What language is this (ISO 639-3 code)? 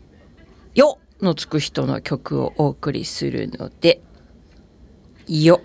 jpn